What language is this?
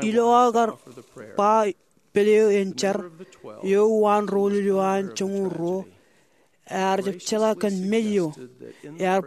Marshallese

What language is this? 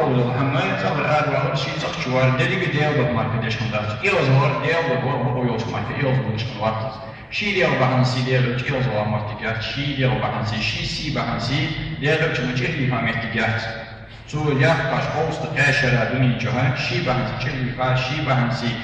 Ingush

